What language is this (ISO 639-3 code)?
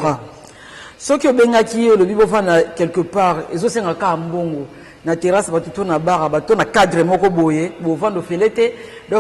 lin